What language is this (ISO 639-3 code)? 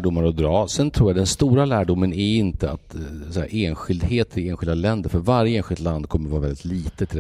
swe